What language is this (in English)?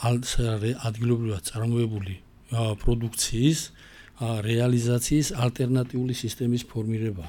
Georgian